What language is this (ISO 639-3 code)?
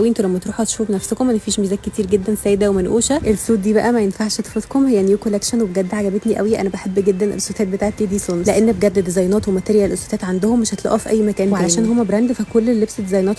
arz